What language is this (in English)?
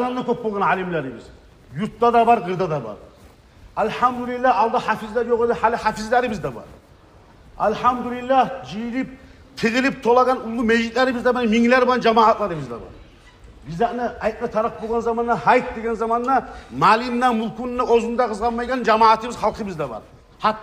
Kumyk